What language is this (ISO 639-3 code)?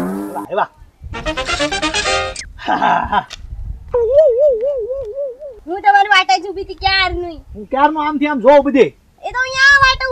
guj